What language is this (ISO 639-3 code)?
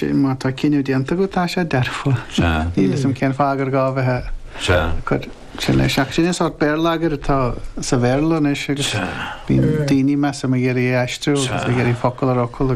gle